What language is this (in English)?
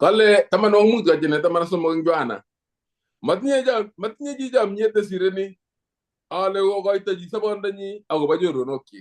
Kalenjin